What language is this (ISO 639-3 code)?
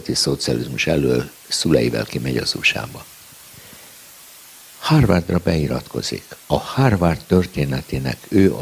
hun